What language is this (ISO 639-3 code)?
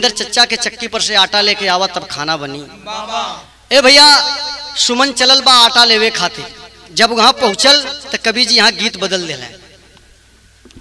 bho